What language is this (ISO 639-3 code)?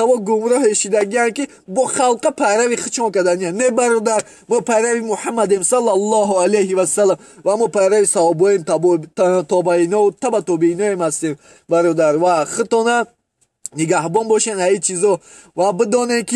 tgk